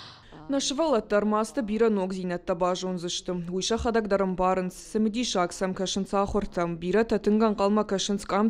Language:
Ossetic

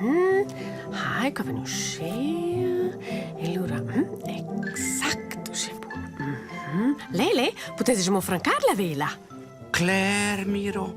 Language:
Romansh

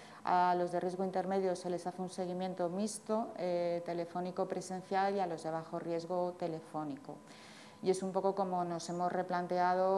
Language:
Spanish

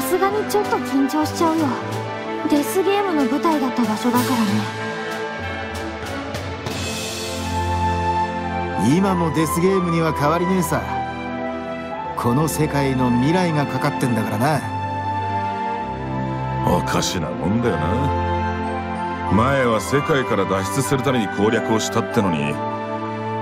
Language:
Japanese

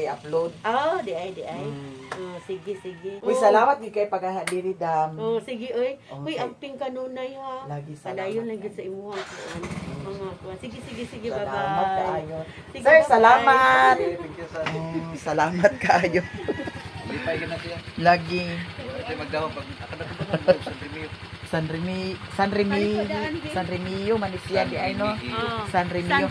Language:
Cebuano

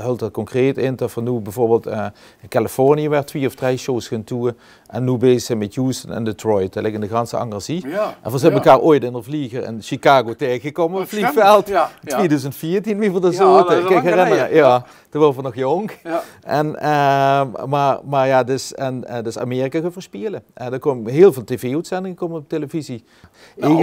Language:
Limburgish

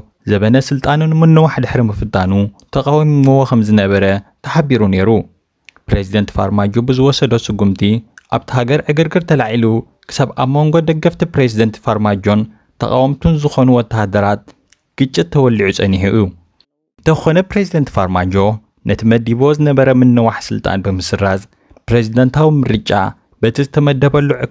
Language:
Tigrinya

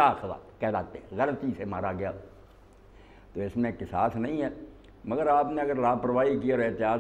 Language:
Urdu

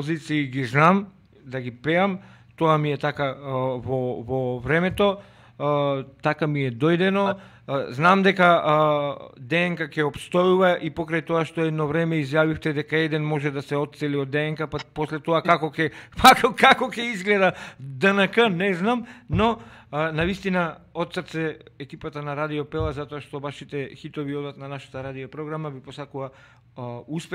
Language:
Macedonian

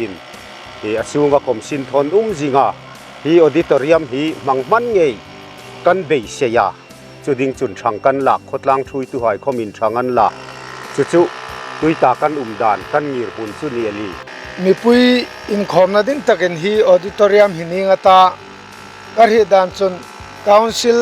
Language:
Hmar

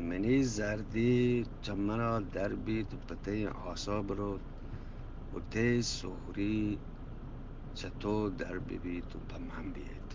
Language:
Eastern Balochi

